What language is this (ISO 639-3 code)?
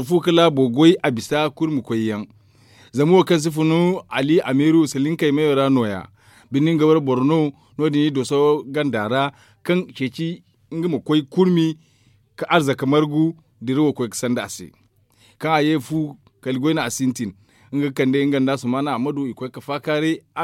dje